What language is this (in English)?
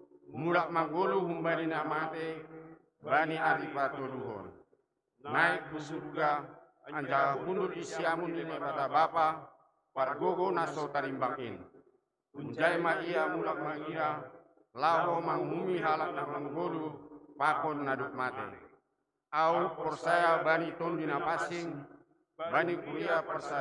Batak Simalungun